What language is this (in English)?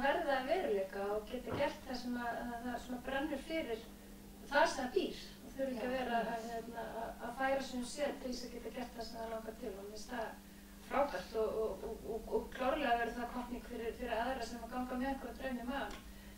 Icelandic